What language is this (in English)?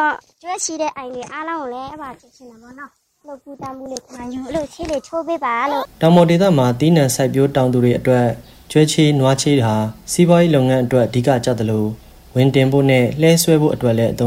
Burmese